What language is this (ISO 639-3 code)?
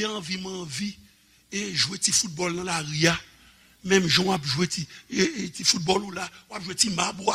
hat